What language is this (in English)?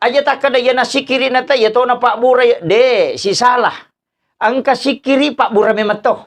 Buginese